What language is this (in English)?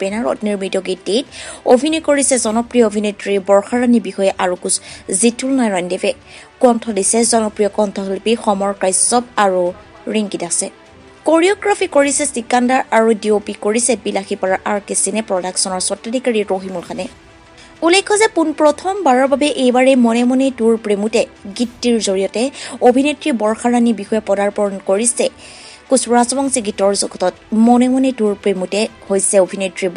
Assamese